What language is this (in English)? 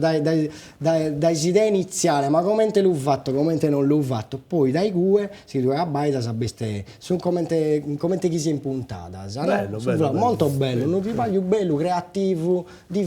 Sardinian